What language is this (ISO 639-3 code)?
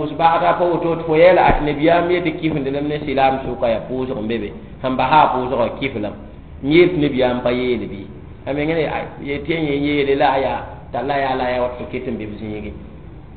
mos